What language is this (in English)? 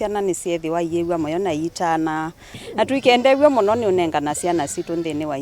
Kamba